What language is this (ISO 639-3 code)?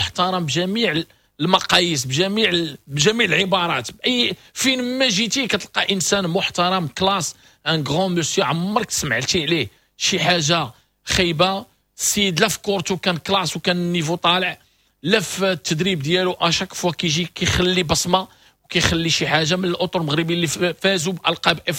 ary